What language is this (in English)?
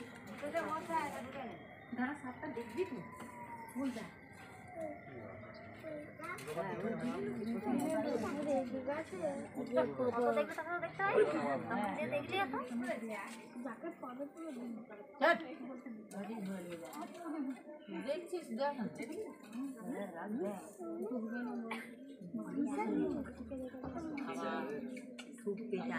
Bangla